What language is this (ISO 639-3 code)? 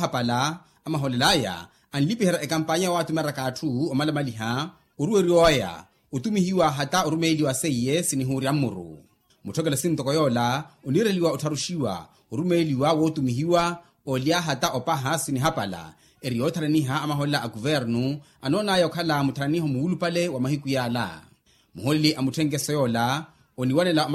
vmw